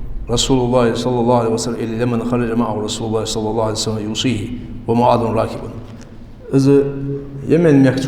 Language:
Ingush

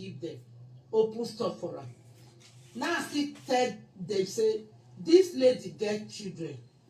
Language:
Nigerian Pidgin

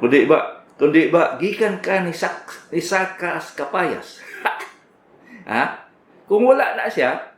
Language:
Cebuano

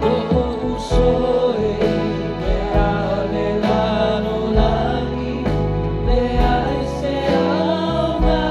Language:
Samoan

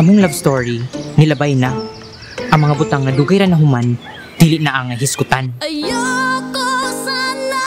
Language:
Cebuano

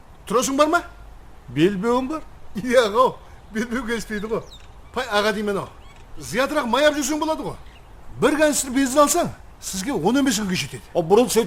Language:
Kara-Kalpak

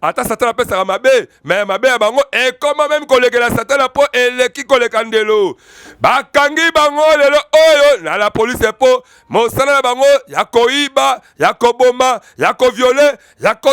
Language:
Lingala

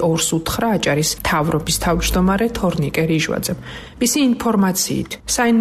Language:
Georgian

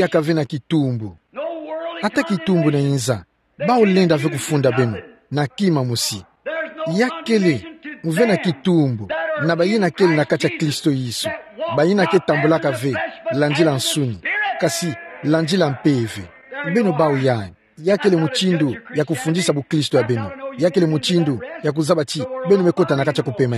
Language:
Kituba (Democratic Republic of Congo)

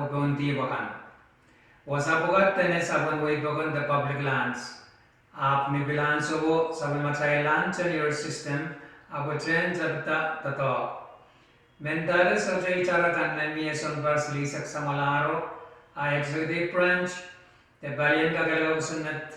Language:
Pohnpeian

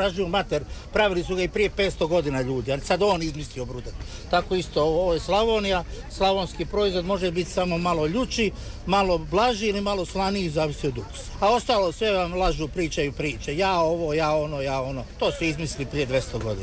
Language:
Croatian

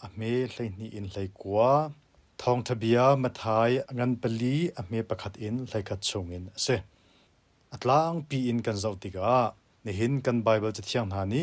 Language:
Hakha Chin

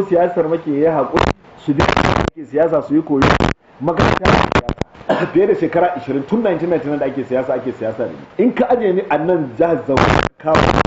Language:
Hausa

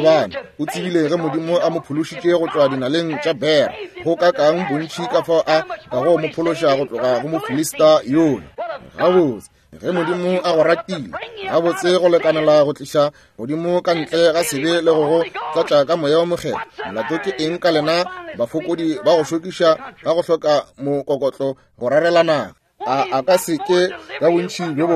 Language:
Northern Sotho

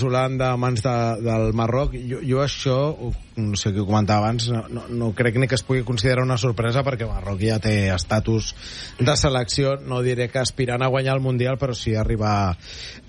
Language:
Catalan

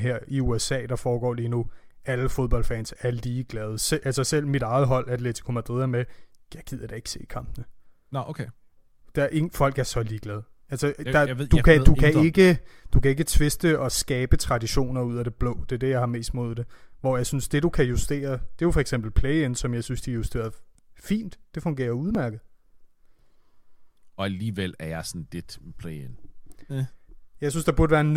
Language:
Danish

